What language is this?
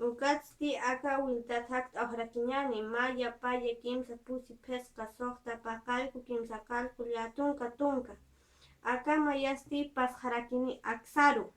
Aymara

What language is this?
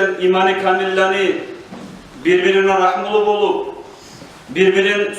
Kumyk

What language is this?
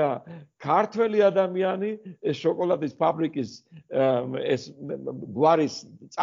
Georgian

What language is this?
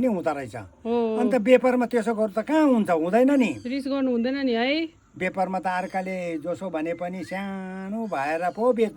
Nepali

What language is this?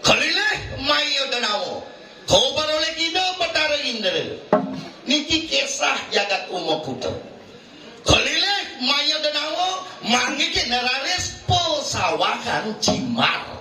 Balinese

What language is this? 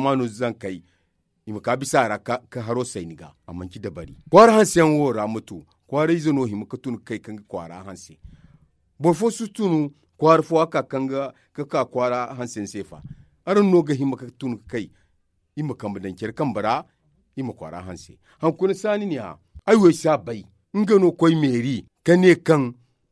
Zarma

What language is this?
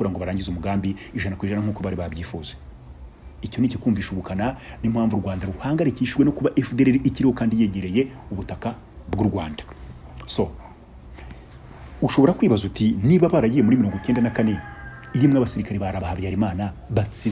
Kinyarwanda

